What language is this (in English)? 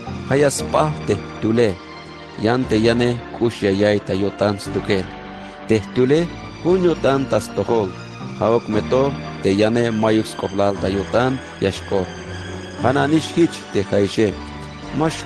Tzeltal